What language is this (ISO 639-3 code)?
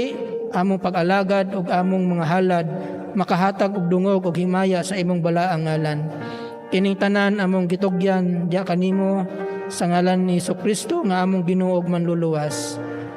ceb